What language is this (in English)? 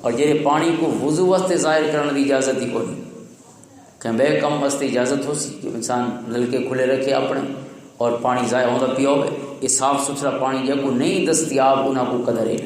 Western Panjabi